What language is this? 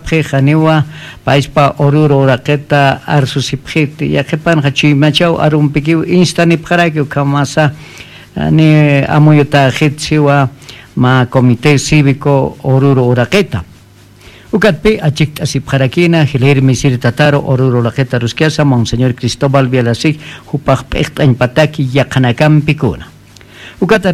Aymara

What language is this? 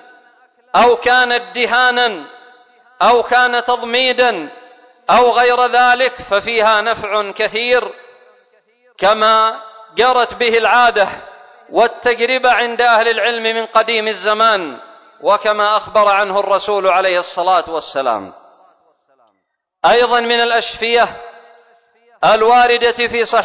Arabic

